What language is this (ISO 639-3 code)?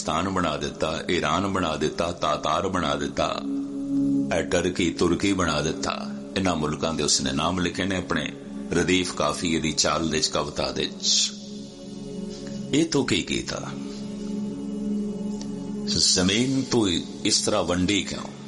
pan